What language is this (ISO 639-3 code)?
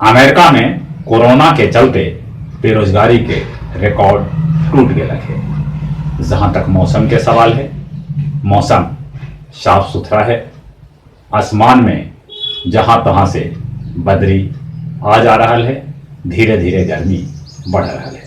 mag